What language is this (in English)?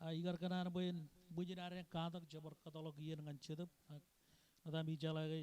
Marshallese